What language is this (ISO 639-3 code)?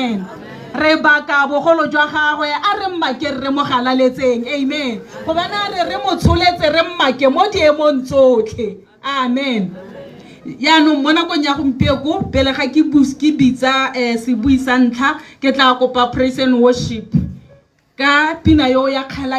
tsn